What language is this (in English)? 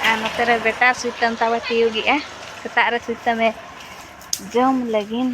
Santali